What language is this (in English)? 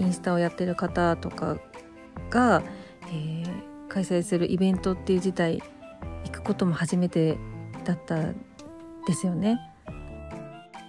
Japanese